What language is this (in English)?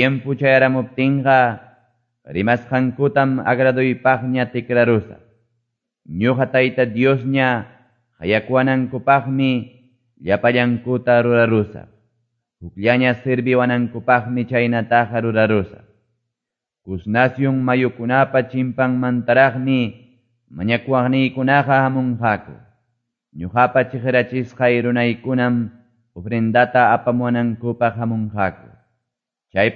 Quechua